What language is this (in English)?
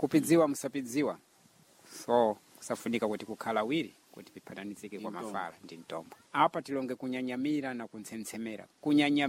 Sena